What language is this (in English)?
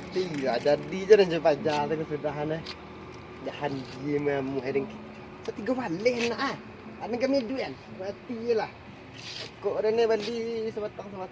Minangkabau